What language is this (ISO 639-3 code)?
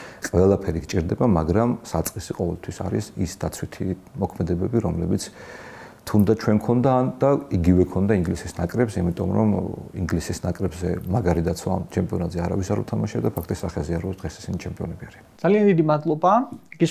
kat